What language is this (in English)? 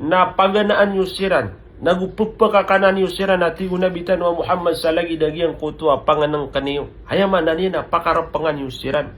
Maranao